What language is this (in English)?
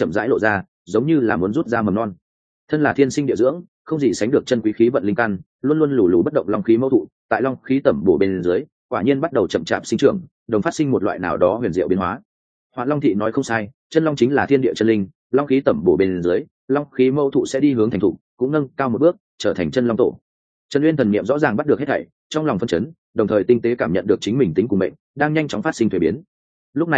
Vietnamese